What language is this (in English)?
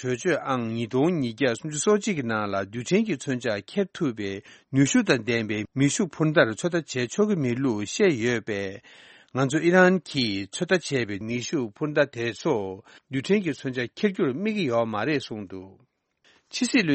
Tibetan